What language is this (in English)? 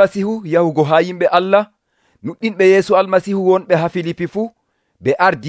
Nigerian Fulfulde